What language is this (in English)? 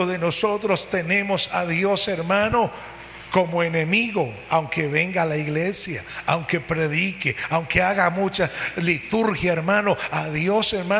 Spanish